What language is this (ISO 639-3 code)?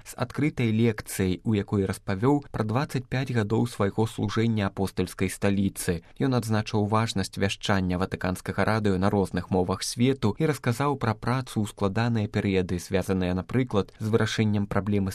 bel